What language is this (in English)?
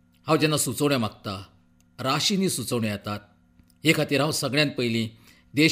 Konkani